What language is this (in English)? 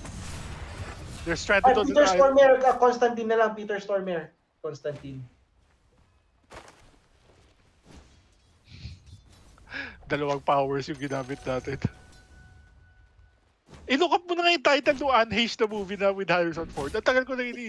Filipino